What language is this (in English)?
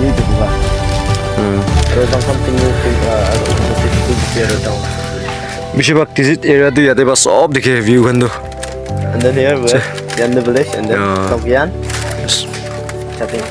Naga Pidgin